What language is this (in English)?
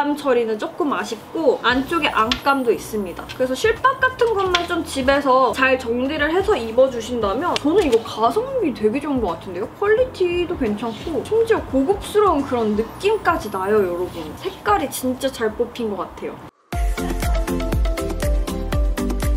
Korean